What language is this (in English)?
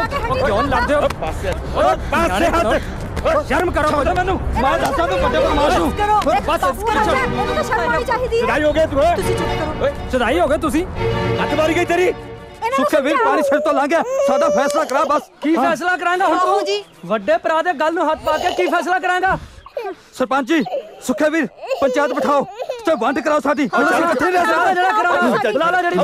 Punjabi